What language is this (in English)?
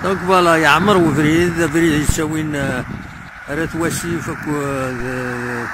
Kabyle